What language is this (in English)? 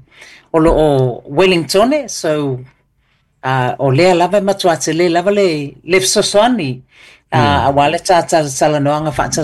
Samoan